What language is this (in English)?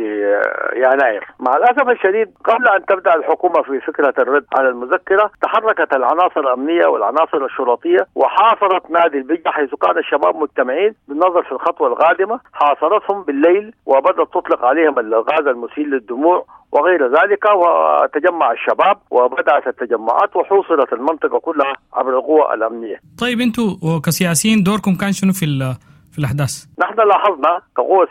Sudanese Arabic